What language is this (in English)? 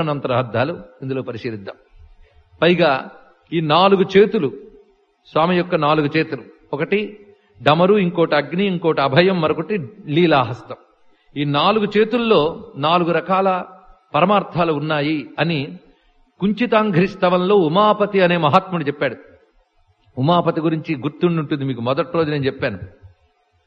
Telugu